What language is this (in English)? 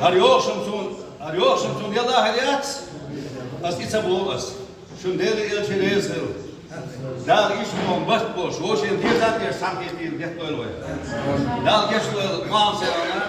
Chechen